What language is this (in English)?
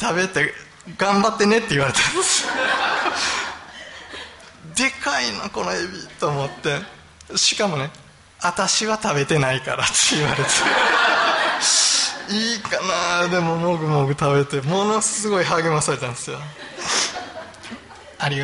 Japanese